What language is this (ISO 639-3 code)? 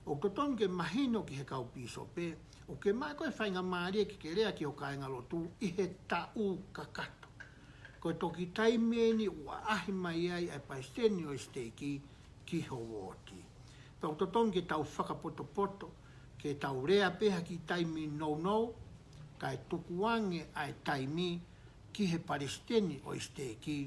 ton